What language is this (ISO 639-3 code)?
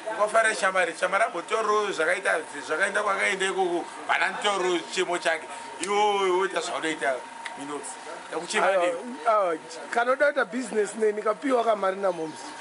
sna